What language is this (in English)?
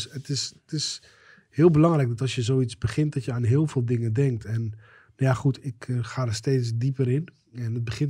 Dutch